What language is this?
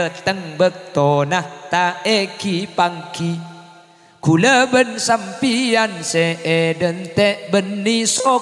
Madurese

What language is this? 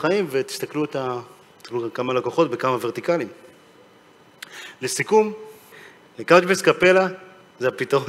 Hebrew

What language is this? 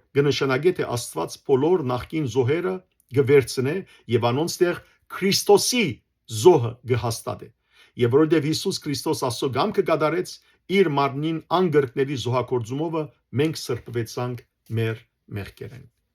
Western Armenian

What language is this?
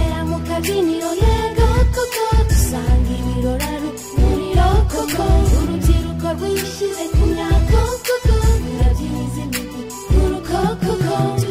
Kinyarwanda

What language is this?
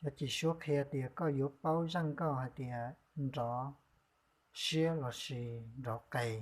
Hmong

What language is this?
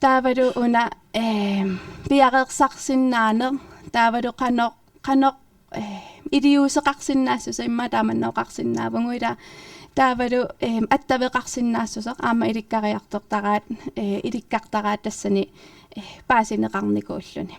Kalaallisut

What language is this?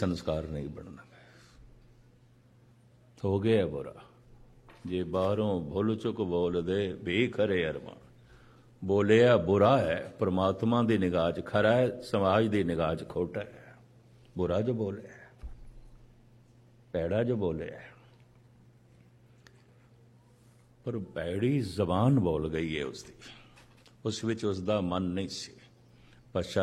Punjabi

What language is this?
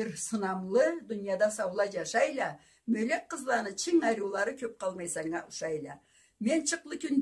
Karachay-Balkar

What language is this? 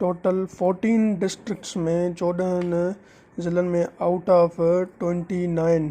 Sindhi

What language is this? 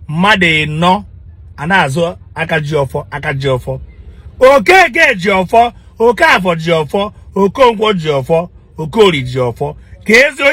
Igbo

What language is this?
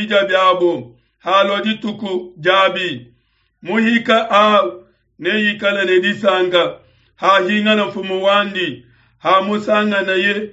Luba-Lulua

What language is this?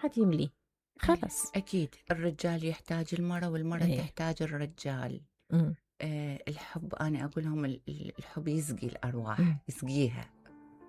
Mesopotamian Arabic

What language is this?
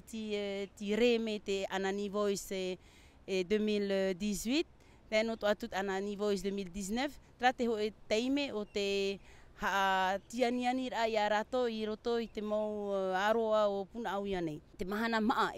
Tahitian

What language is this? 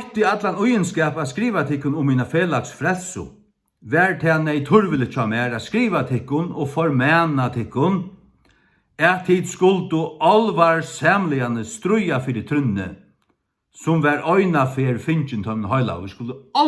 Faroese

